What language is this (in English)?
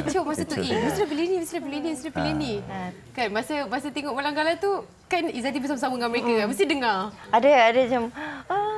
Malay